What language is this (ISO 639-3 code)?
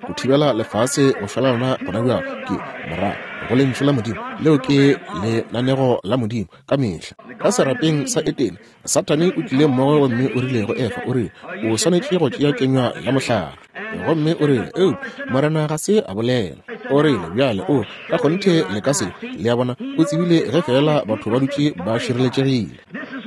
nso